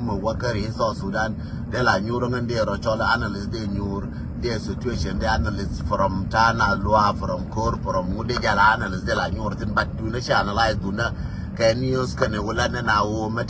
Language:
Nuer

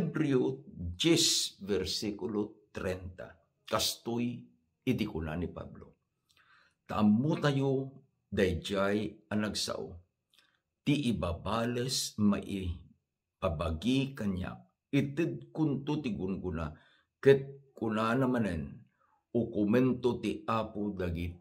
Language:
Iloko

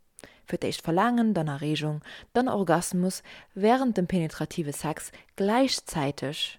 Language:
Luxembourgish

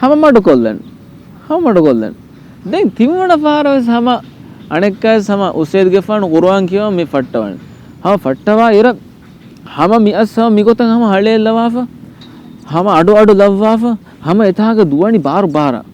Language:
Divehi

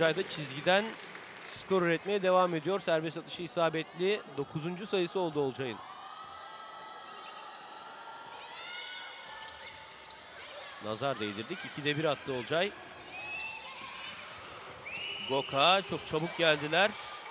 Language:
Turkish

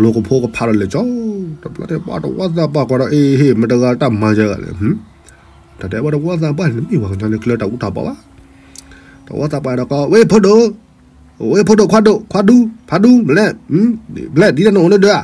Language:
S'gaw Karen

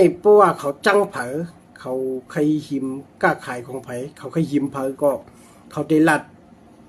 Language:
Shan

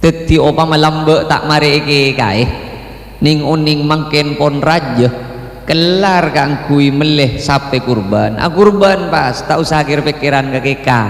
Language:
Madurese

